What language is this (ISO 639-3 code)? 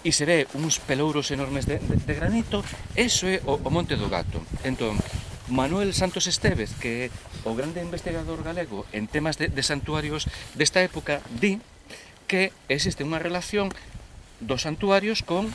glg